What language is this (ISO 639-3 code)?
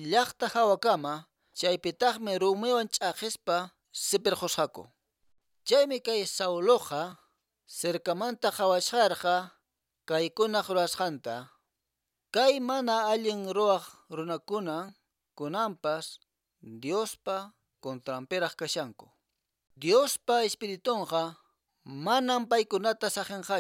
que